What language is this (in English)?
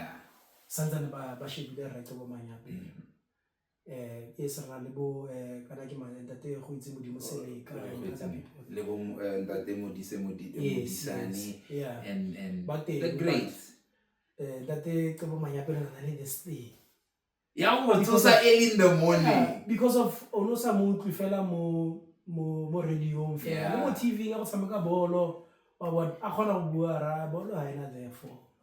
Tswana